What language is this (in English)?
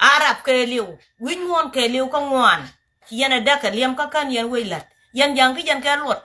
Nuer